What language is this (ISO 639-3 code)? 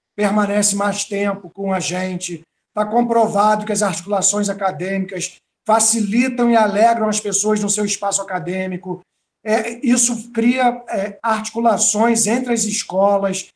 por